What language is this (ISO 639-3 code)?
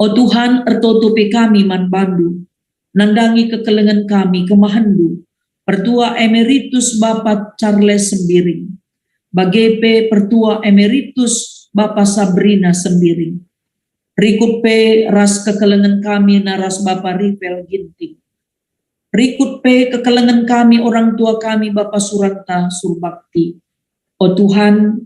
btx